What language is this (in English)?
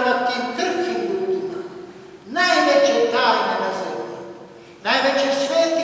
Bosnian